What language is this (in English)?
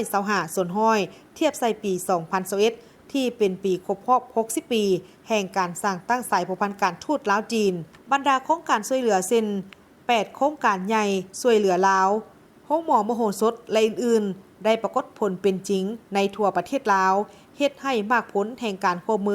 Lao